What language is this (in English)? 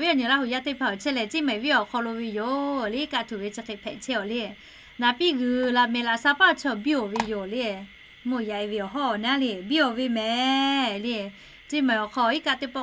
Lahu